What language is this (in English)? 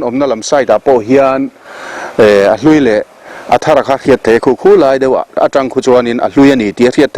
Mizo